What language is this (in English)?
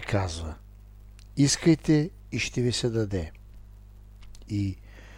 Bulgarian